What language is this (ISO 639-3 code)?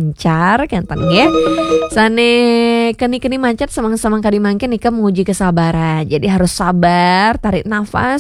ban